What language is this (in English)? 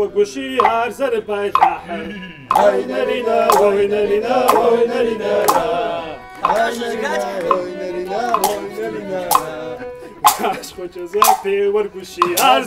Kabardian